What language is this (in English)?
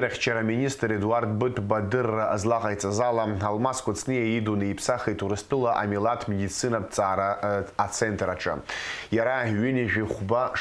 Abkhazian